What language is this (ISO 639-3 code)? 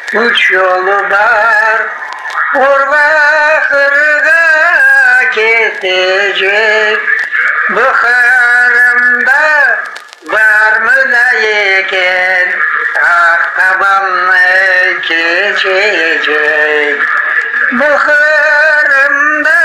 crh